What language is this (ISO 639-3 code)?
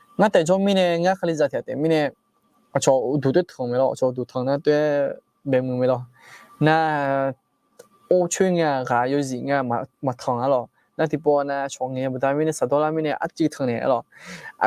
ahk